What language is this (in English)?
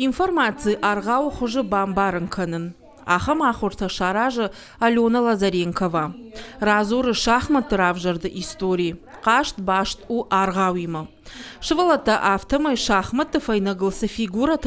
Ossetic